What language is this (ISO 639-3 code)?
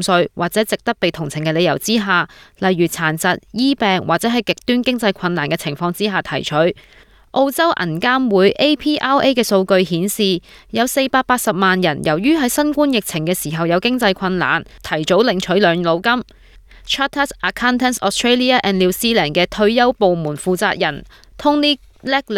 yue